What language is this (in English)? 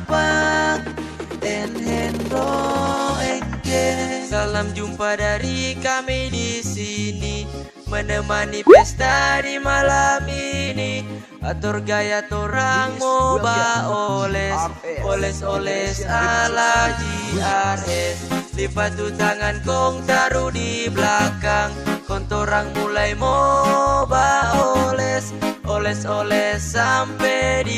Manado Malay